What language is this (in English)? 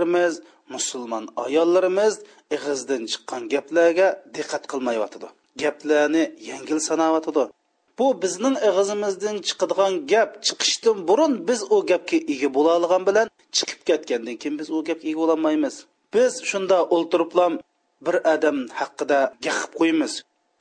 Uyghur